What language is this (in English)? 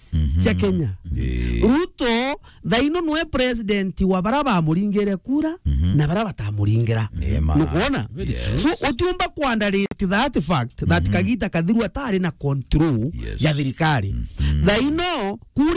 Meru